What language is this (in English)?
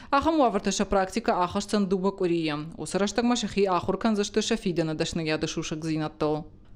Ossetic